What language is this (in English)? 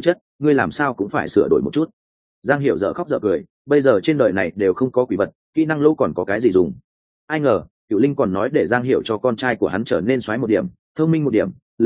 Vietnamese